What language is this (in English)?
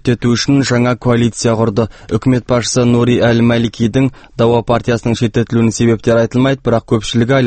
Kazakh